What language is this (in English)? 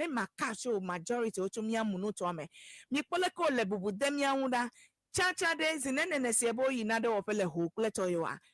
Ewe